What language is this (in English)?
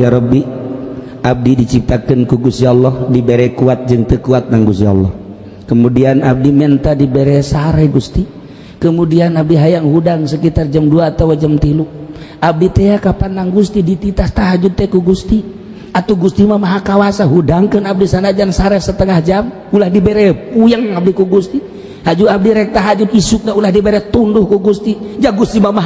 Sundanese